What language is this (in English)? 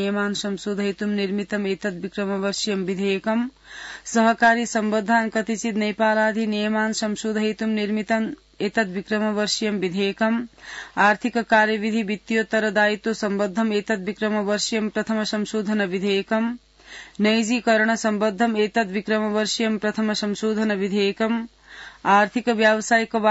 Sanskrit